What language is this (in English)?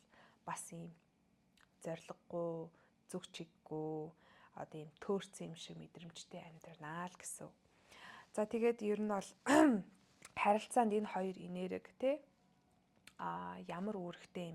Mongolian